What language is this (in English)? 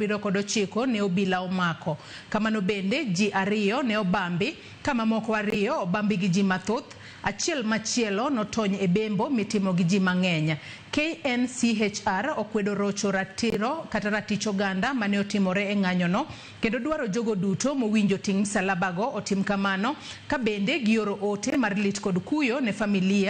Luo (Kenya and Tanzania)